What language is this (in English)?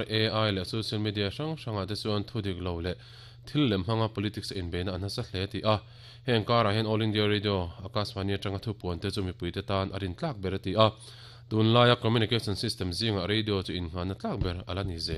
Mizo